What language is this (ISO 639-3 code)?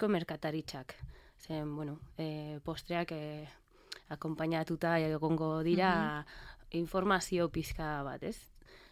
eus